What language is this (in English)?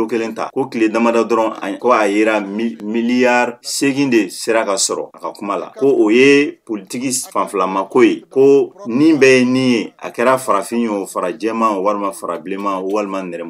Bambara